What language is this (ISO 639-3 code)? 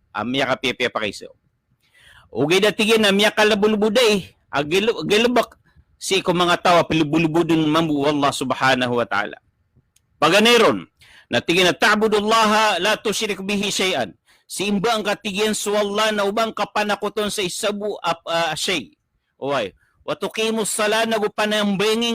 mrw